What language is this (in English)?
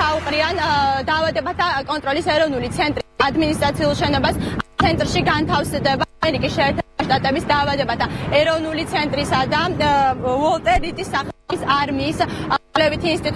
Georgian